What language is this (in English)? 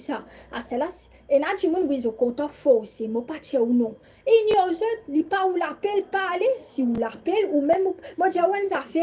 Morisyen